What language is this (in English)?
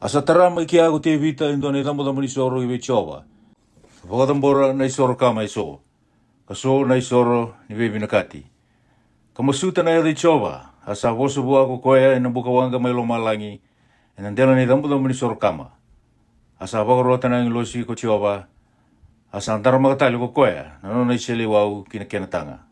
Fijian